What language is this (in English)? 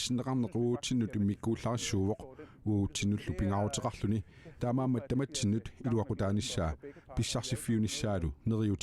Kalaallisut